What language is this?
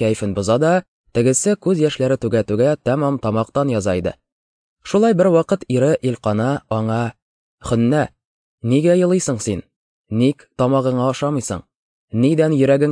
Tatar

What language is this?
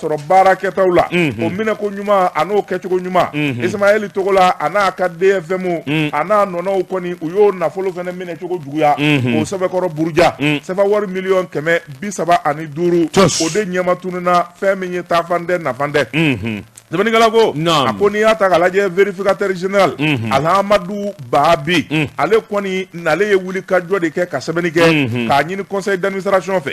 Bambara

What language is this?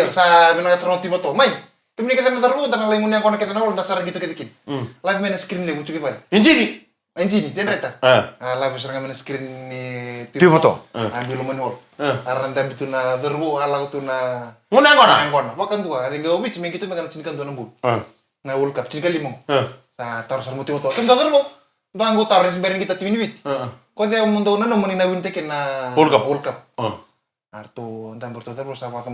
Fijian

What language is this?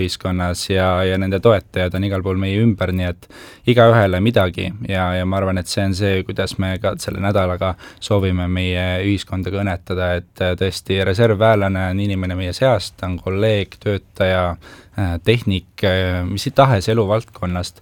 Estonian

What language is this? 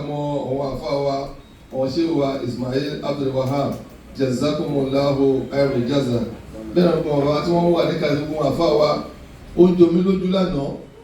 Yoruba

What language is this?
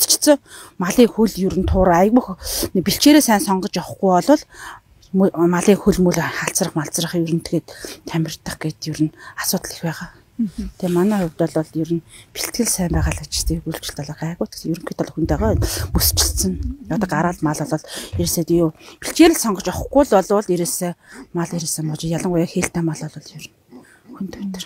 Mongolian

